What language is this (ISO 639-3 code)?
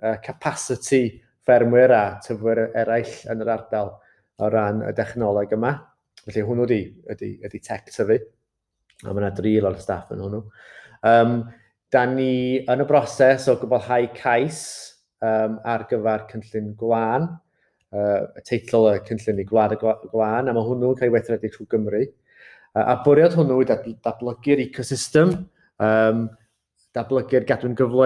cym